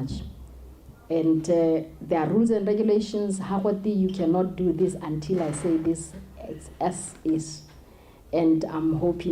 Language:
Tswana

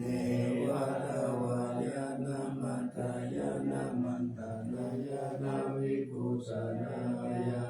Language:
Pali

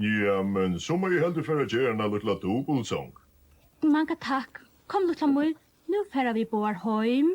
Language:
Faroese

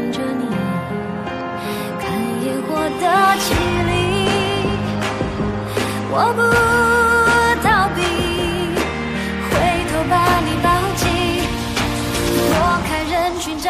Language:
Chinese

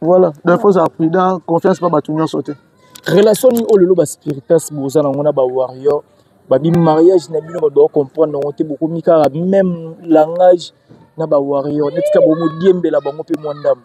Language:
Lingala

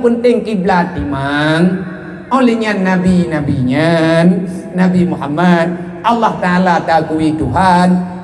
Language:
Achinese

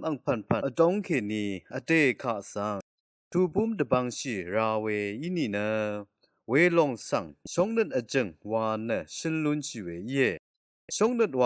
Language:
Rawang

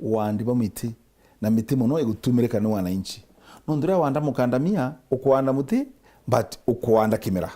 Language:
Meru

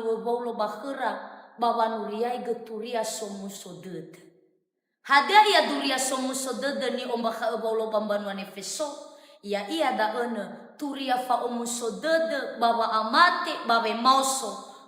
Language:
Nias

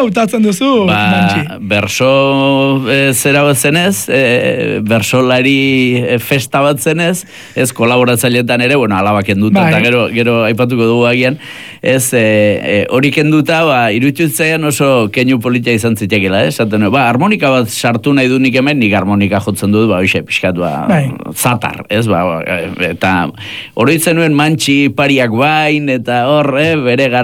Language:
Basque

